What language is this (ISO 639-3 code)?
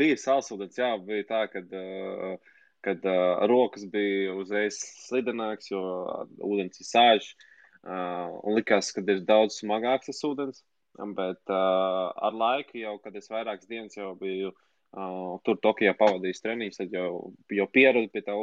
lav